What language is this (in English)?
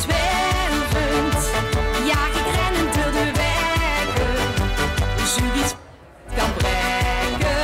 Limburgish